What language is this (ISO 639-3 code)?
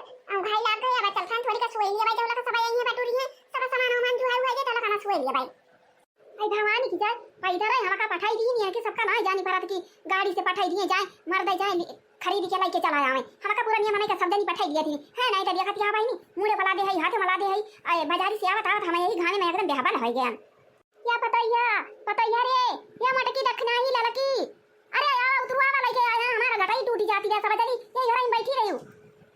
awa